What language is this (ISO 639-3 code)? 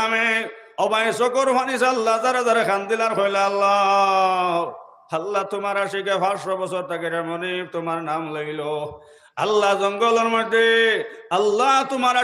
syl